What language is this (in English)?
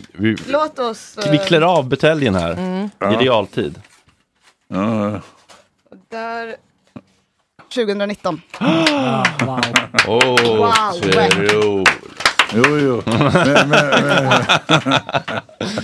Swedish